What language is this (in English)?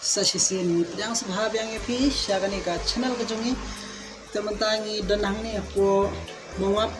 Khasi